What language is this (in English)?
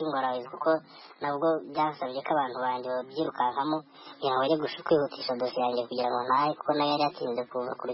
Kinyarwanda